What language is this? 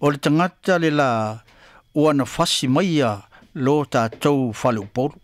Samoan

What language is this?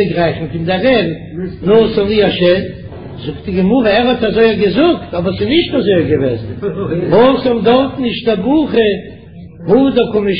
Yiddish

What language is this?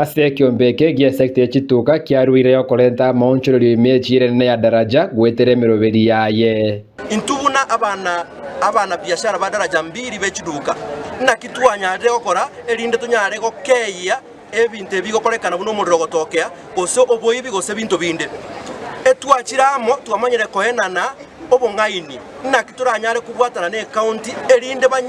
Gusii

